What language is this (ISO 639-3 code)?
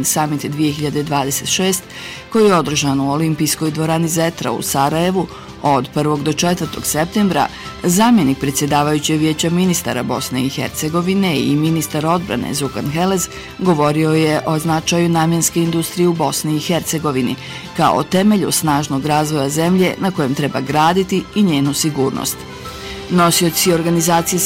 bos